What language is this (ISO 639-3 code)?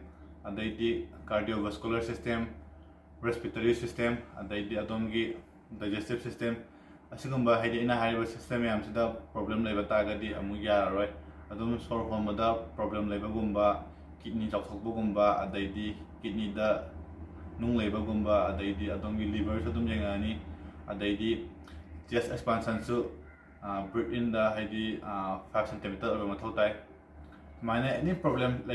mni